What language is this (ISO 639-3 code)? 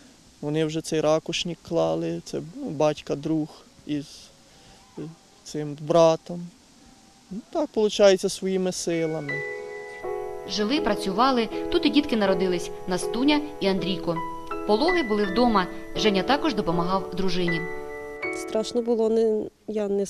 ukr